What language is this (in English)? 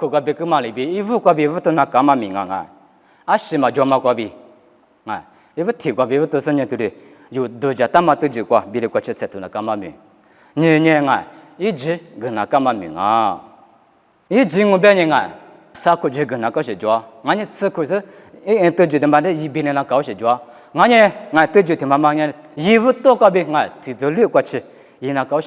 Lisu